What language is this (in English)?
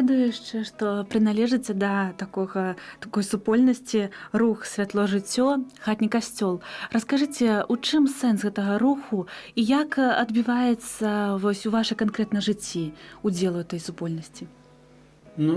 Belarusian